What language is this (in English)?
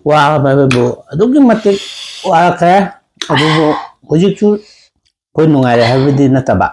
Manipuri